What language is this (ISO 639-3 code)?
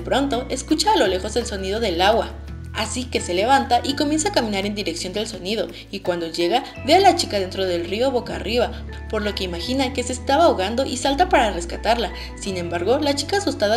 spa